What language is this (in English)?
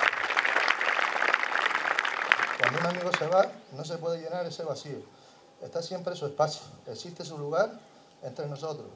Spanish